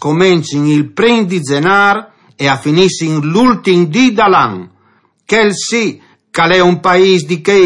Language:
Friulian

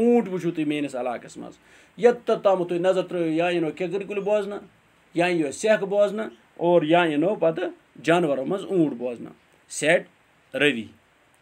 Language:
Kashmiri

